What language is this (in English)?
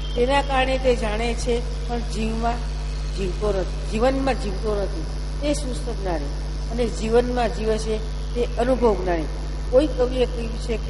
Gujarati